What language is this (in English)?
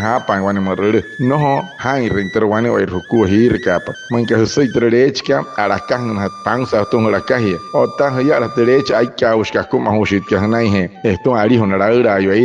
Wayuu